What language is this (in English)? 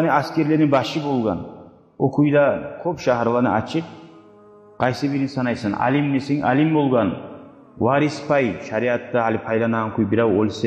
Kumyk